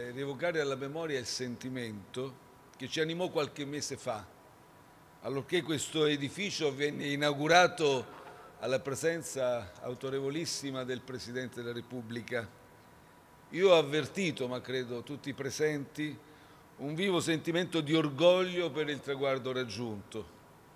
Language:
Italian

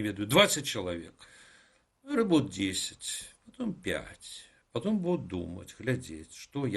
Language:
Belarusian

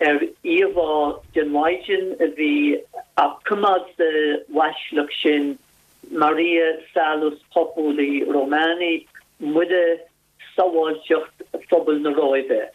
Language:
Irish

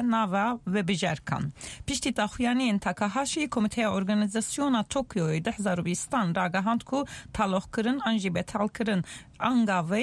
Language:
Kurdish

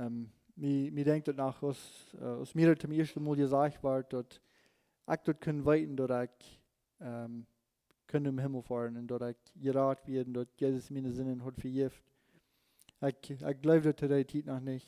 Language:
Plautdietsch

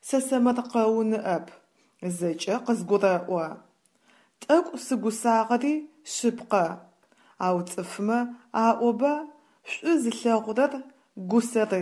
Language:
Adyghe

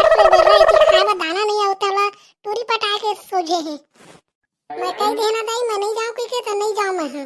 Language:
Chhattisgarhi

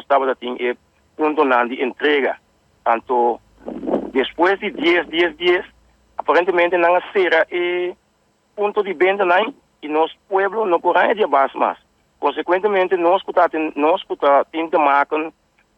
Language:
Papiamento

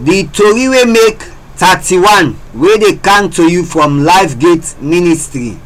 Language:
Krio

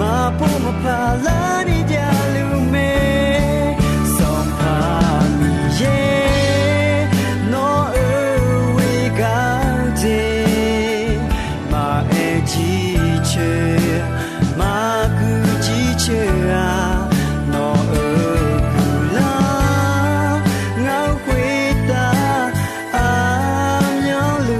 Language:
Akha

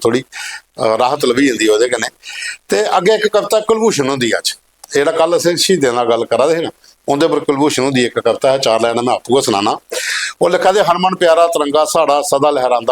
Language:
Dogri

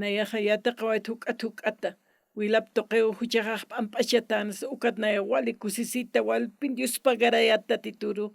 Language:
Aymara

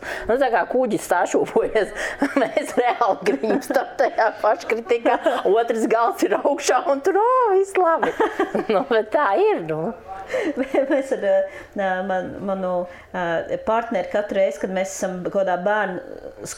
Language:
Latvian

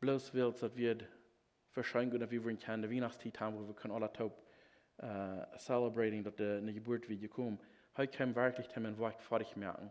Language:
Plautdietsch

